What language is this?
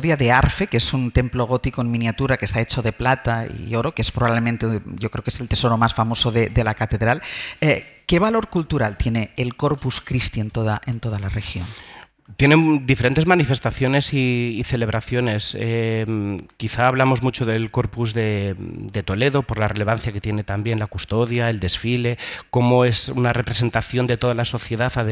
Spanish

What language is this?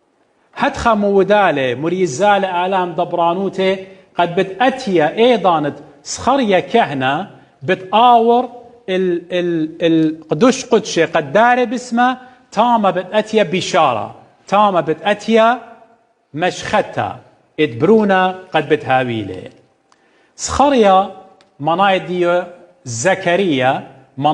Assyrian Neo-Aramaic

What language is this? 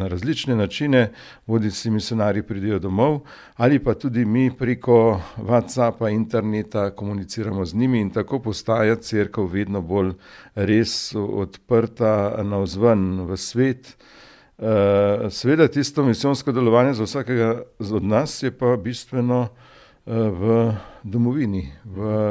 Slovenian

